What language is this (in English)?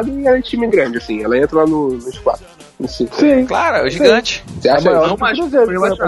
Portuguese